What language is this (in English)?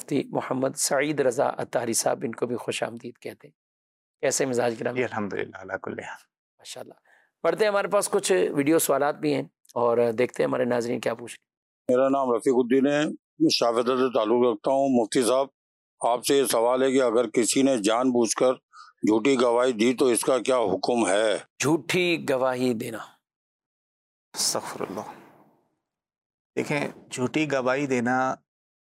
Urdu